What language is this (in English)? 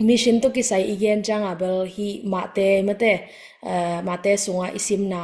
Tedim Chin